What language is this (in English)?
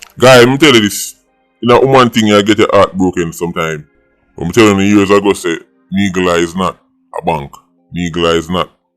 Jamaican Creole English